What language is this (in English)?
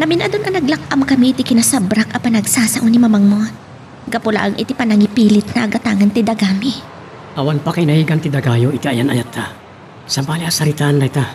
Iloko